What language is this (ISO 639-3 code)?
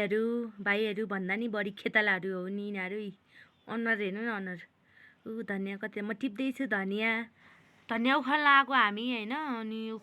nep